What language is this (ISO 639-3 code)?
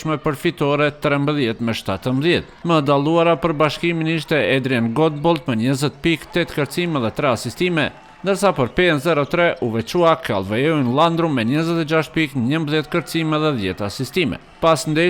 sqi